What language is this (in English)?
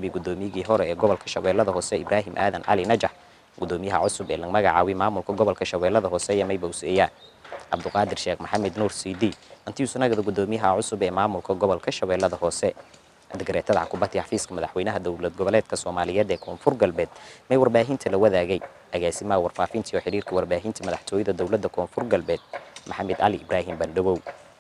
Somali